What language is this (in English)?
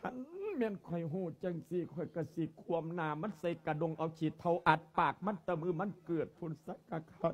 Lao